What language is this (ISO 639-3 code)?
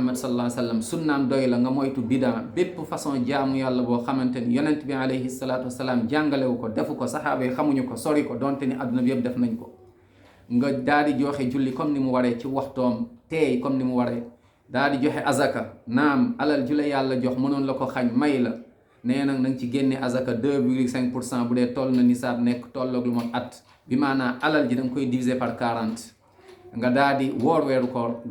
wol